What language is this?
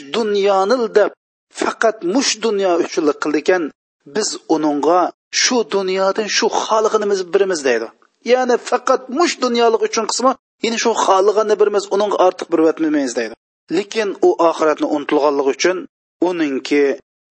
Uyghur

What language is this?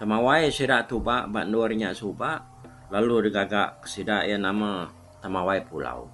Iban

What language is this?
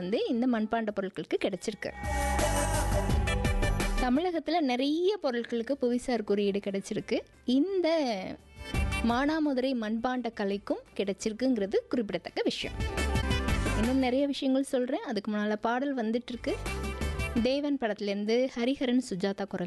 Tamil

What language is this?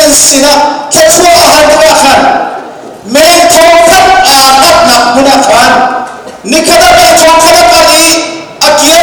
Hakha Chin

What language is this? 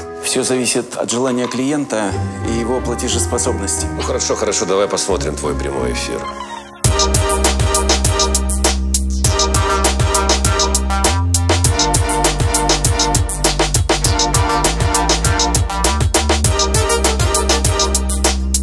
Russian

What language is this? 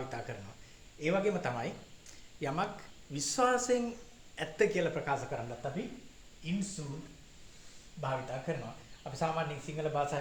Sinhala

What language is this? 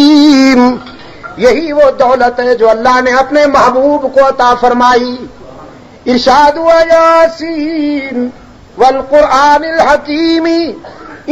Urdu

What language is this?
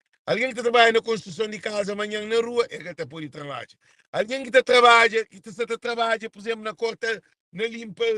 Kabuverdianu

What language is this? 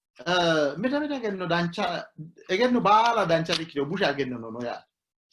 Sidamo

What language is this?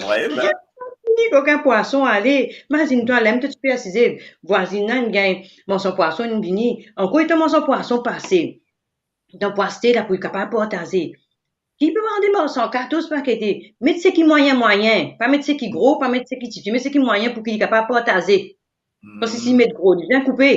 Morisyen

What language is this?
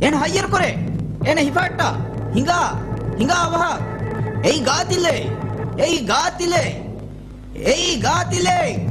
Divehi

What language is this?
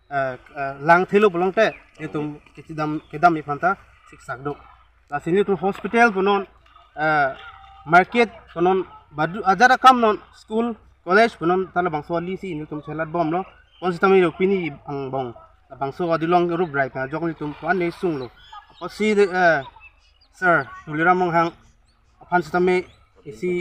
Karbi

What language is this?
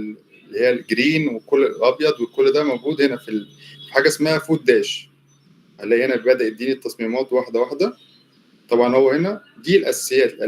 Egyptian Arabic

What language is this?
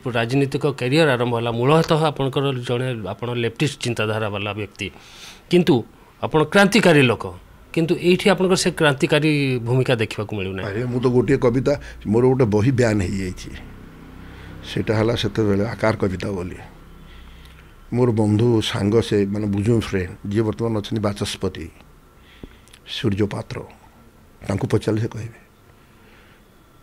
Odia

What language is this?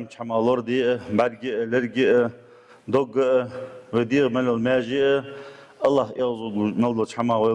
Ingush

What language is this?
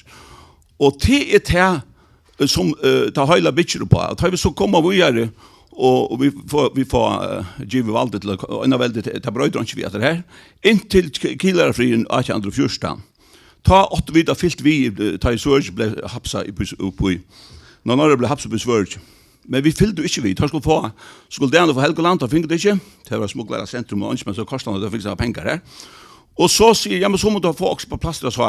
Faroese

